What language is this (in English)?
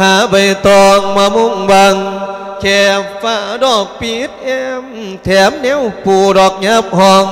Lao